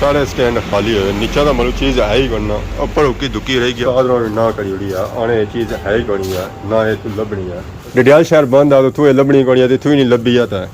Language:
Pahari-Potwari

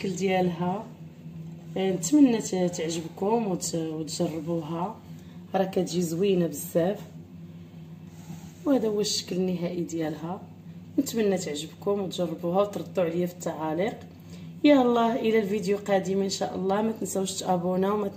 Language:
Moroccan Arabic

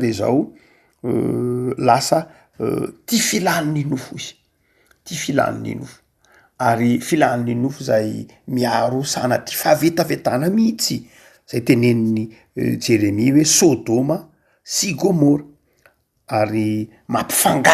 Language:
Malagasy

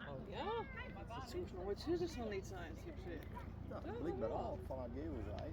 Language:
Western Frisian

